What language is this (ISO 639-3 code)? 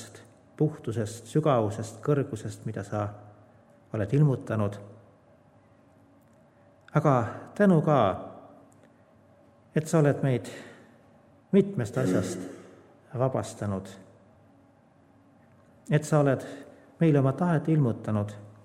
est